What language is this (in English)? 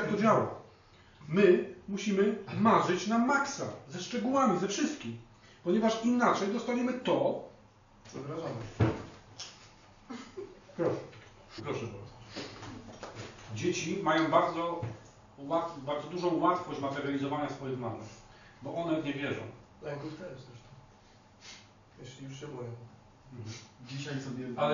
Polish